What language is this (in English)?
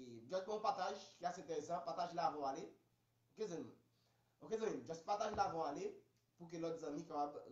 Haitian Creole